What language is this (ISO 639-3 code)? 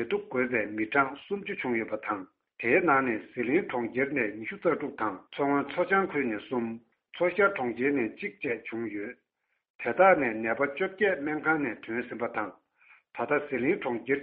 bod